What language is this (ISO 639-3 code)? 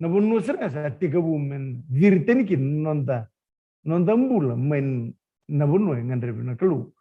fij